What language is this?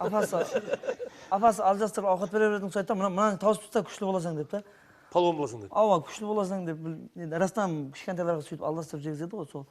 Kara-Kalpak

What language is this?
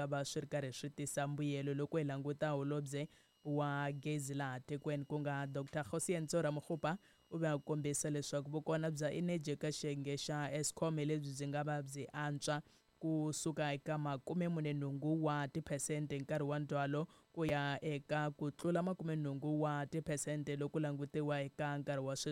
Tsonga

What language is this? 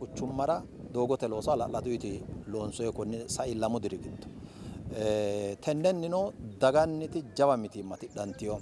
Sidamo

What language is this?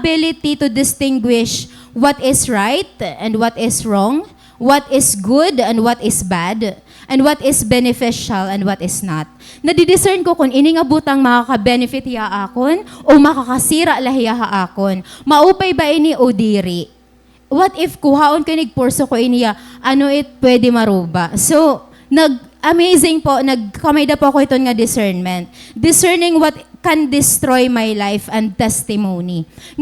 Waray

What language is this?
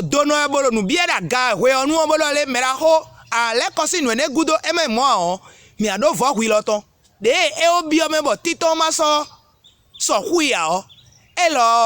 Fon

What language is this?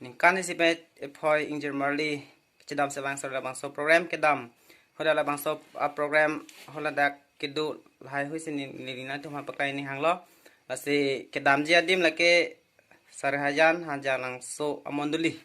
Karbi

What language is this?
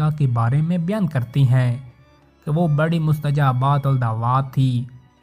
Urdu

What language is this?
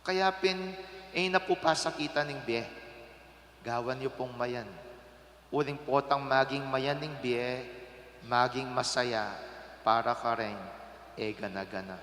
Pampanga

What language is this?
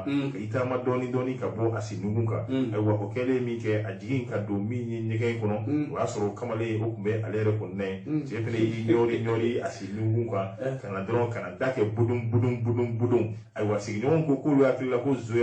Bambara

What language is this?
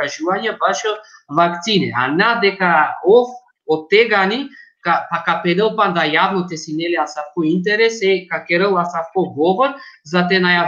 Balkan Romani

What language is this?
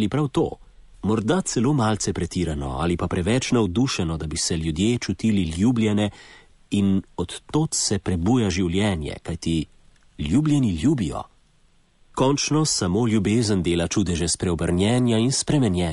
Slovenian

